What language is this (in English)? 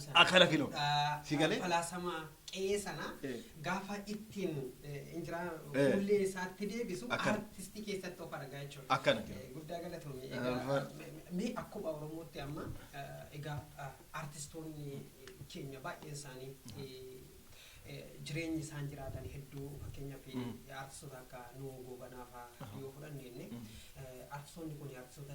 Oromo